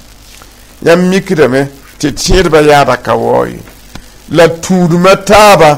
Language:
Mossi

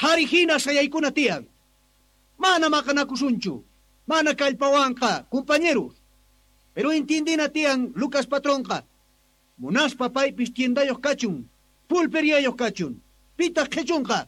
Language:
Quechua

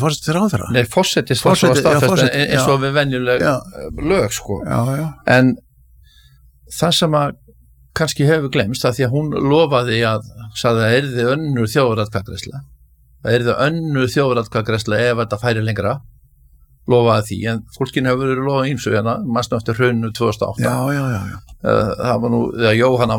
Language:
Icelandic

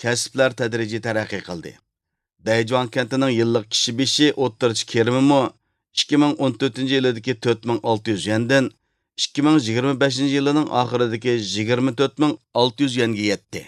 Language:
Uyghur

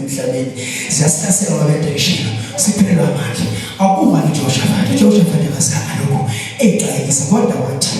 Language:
Zulu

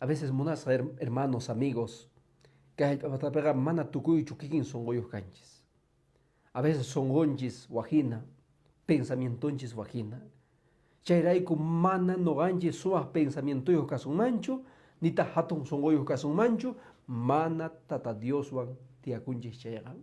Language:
Quechua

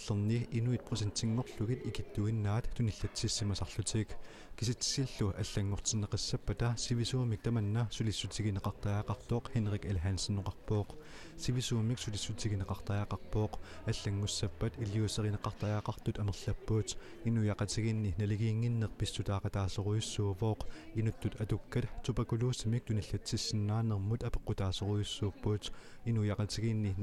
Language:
Kalaallisut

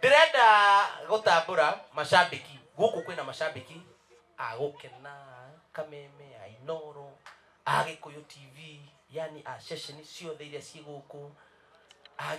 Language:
Kikuyu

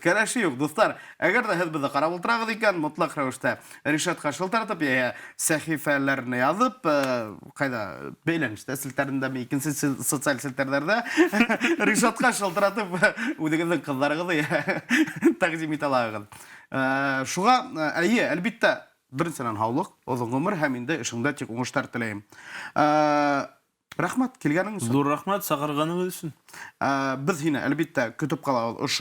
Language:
Bashkir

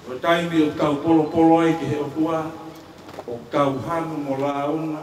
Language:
Tongan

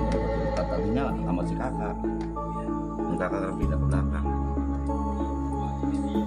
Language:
Indonesian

